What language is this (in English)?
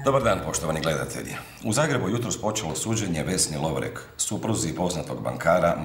Croatian